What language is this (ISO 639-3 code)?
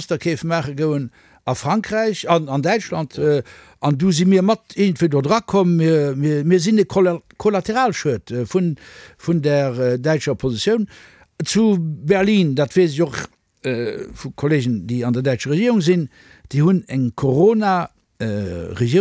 ltz